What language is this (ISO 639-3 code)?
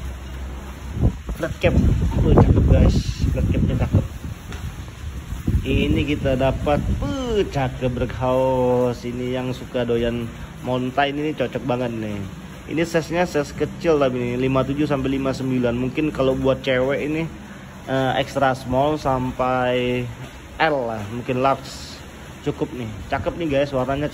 ind